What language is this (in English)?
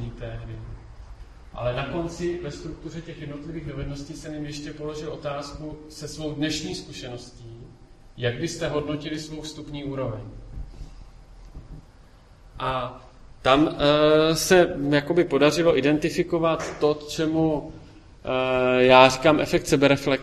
Czech